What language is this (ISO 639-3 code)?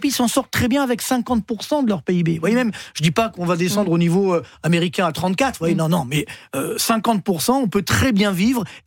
fra